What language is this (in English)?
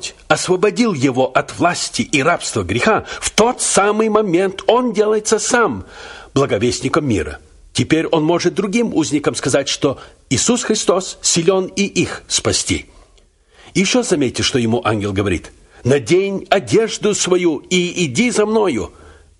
Russian